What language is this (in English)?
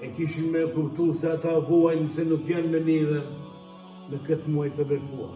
Albanian